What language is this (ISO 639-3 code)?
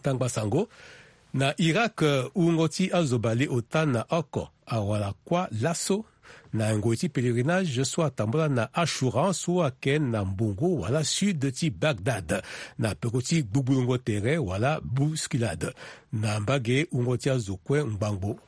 sag